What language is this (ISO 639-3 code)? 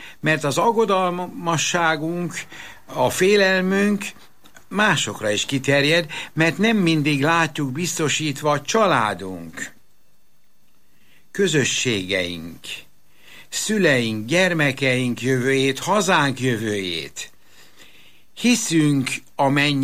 hun